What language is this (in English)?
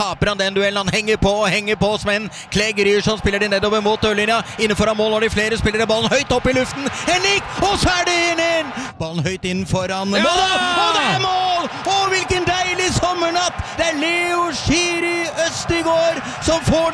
Norwegian